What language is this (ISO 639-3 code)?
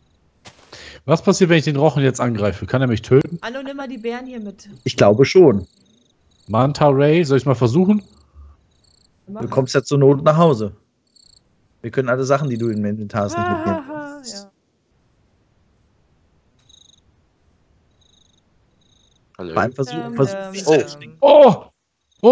deu